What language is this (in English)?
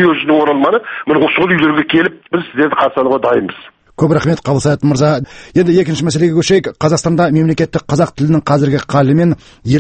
Kazakh